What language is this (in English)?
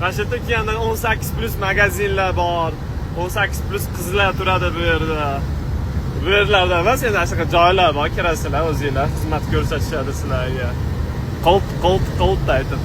Uzbek